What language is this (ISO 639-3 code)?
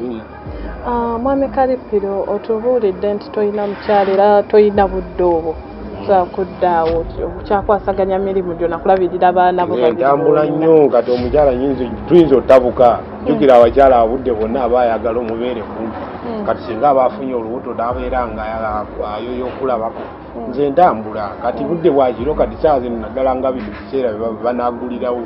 lug